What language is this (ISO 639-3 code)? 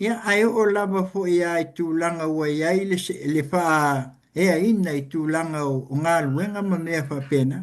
smo